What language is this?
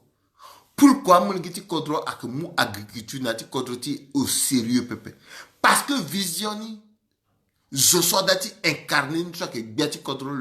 Sango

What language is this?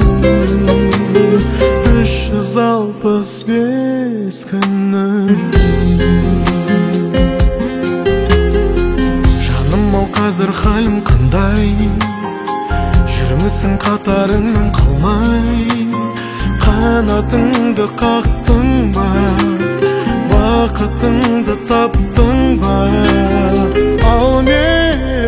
Kazakh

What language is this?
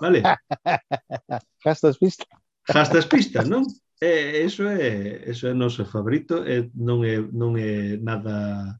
Galician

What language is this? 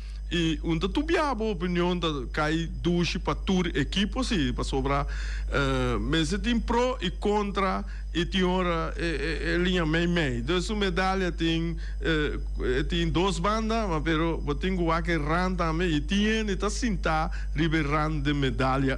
Papiamento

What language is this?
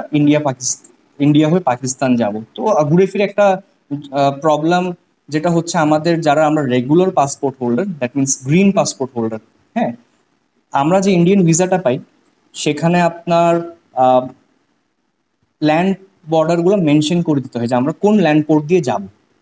Bangla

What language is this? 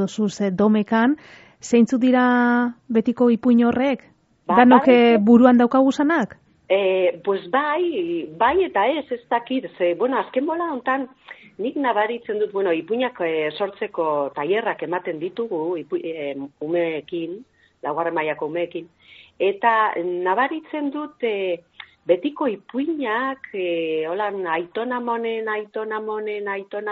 Basque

